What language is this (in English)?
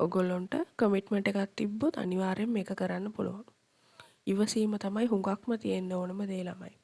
Sinhala